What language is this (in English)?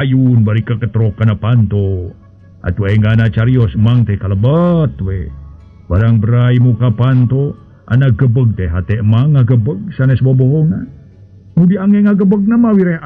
Sundanese